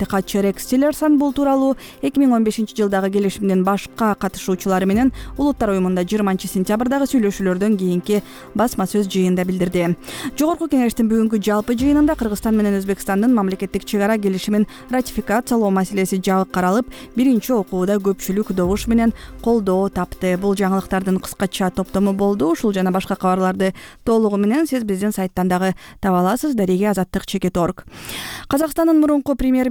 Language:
Kyrgyz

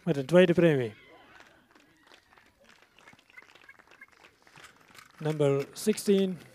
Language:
Dutch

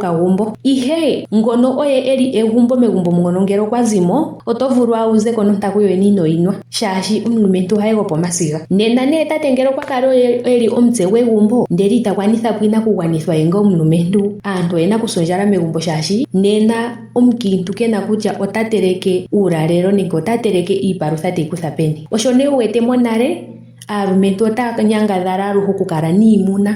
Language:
Ndonga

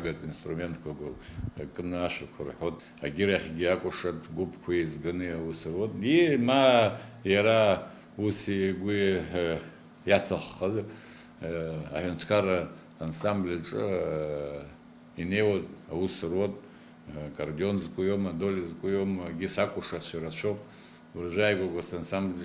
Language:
Abkhazian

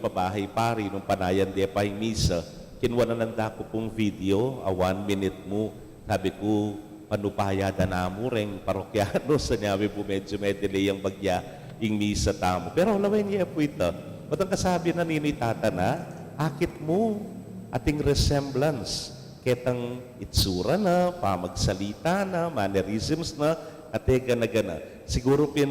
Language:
Pampanga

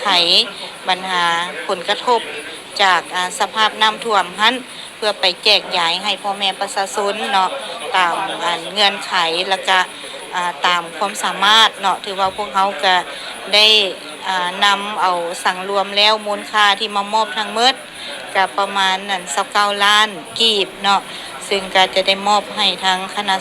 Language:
Lao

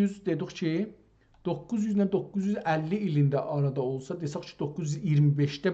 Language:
South Azerbaijani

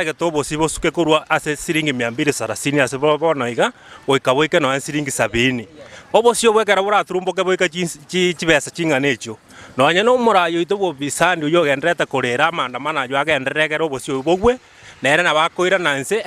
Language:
Gusii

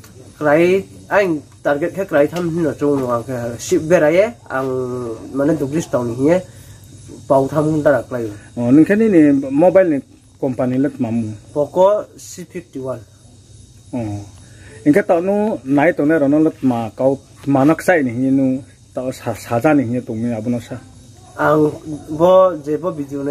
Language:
Riang (India)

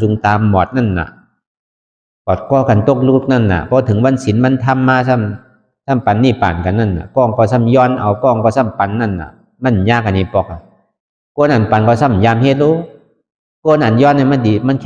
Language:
Shan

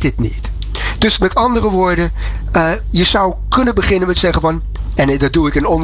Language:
Dutch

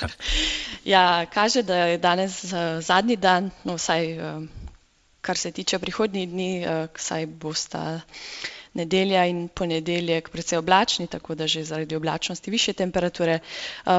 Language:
Slovenian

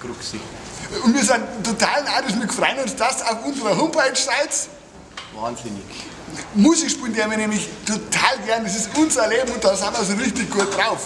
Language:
Bavarian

